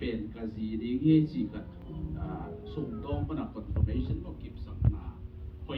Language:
Tedim Chin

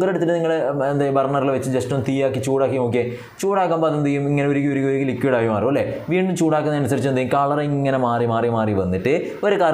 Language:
Malayalam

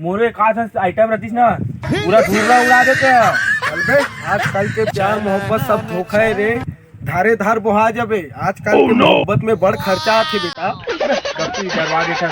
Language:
Chhattisgarhi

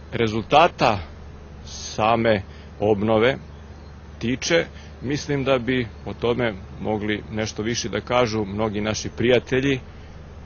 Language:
Serbian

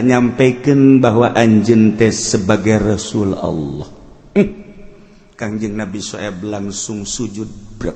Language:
Sundanese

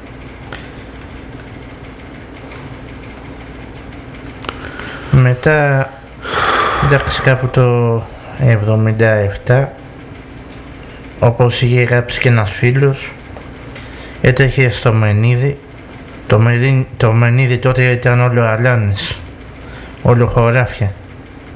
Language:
Greek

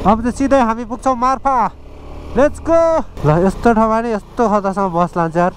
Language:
Nepali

